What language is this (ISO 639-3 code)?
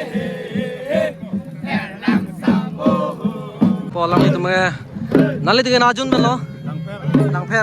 mjw